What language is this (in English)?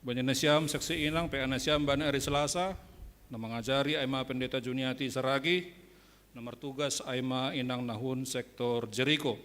Batak Simalungun